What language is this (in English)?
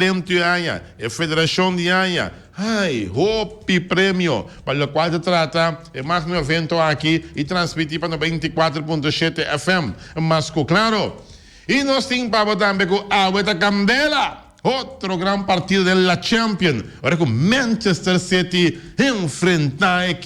Papiamento